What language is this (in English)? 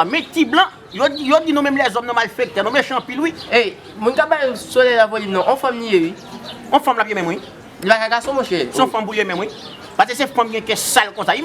Haitian Creole